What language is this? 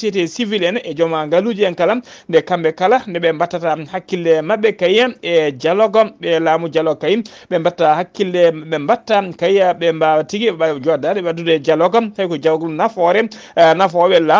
Fula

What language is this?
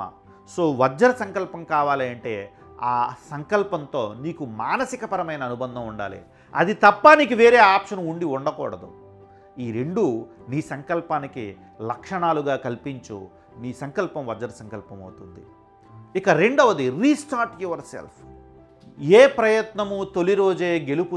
Telugu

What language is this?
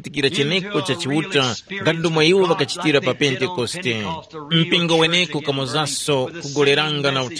Tumbuka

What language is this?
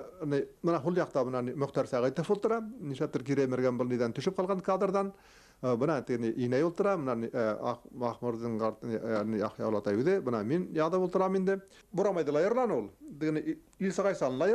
Bashkir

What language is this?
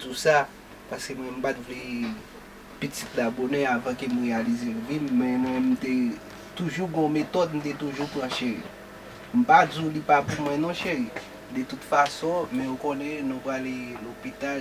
Haitian Creole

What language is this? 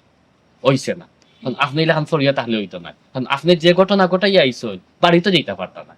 Sylheti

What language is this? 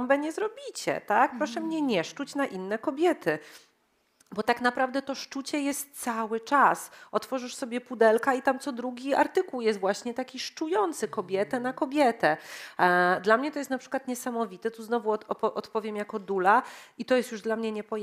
Polish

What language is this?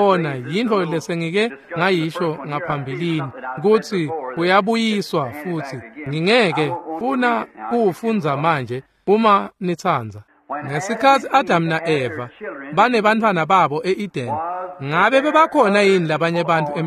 Swati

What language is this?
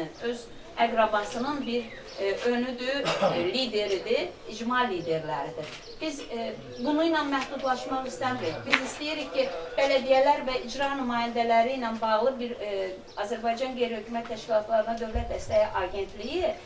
Azerbaijani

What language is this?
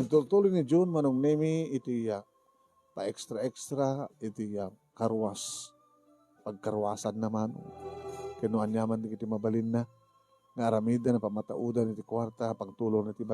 Iloko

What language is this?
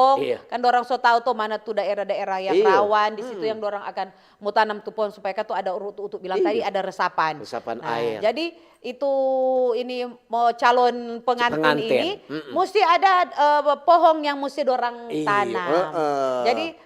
Manado Malay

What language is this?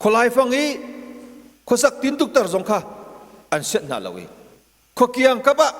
Hakha Chin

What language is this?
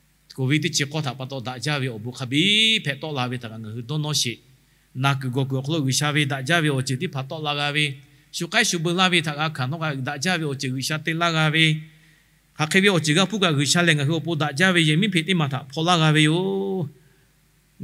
Lahu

